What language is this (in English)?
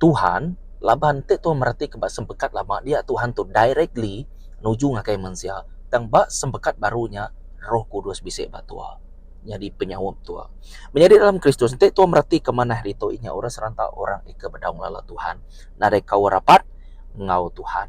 Iban